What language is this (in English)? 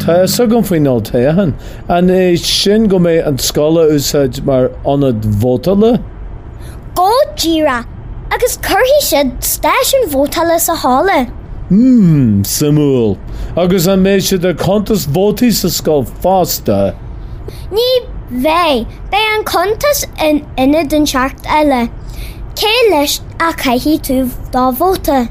Irish